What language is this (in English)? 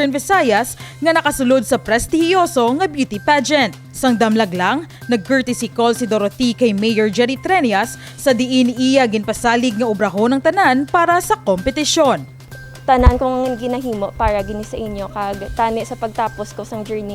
Hiligaynon